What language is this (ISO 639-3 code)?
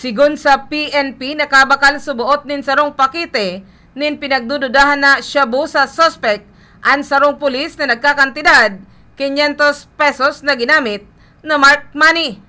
bik